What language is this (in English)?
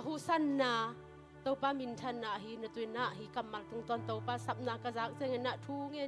Tedim Chin